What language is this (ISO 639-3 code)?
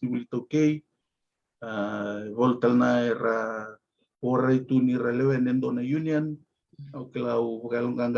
fij